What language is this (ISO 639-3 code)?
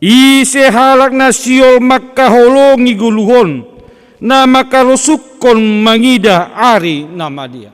bts